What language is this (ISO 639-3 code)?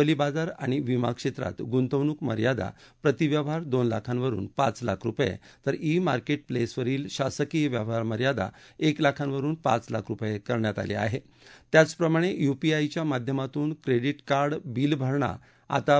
mar